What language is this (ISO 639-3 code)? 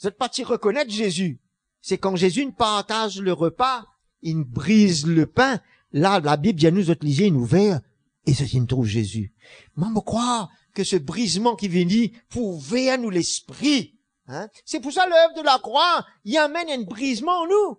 mfe